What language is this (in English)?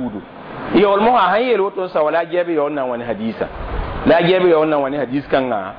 Mossi